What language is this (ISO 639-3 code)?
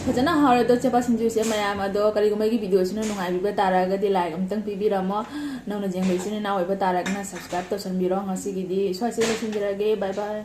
mni